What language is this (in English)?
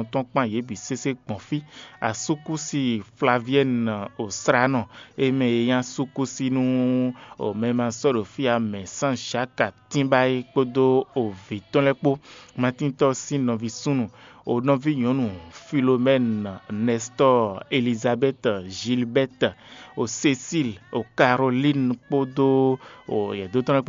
Fon